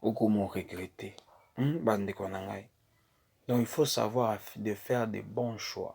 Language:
Lingala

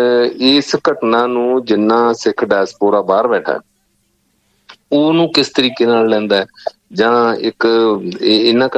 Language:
Punjabi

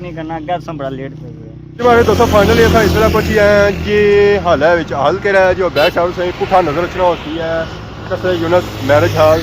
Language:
Pahari-Potwari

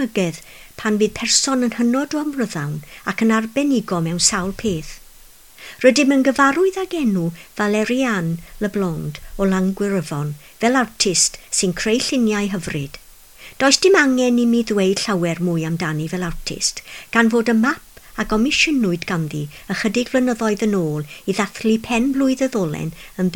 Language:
Welsh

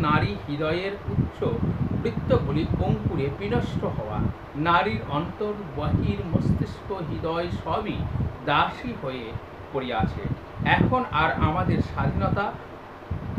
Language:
Bangla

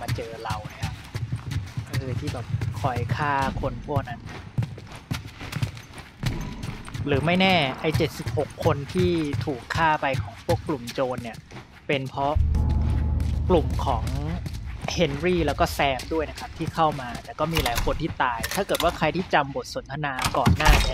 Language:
Thai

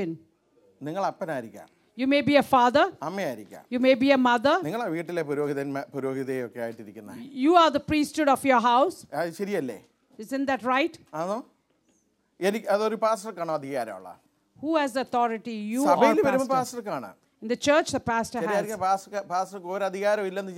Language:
Malayalam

